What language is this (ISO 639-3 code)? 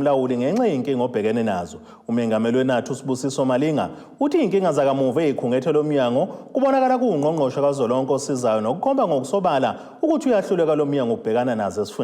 zul